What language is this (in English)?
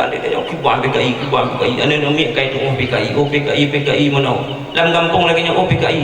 Achinese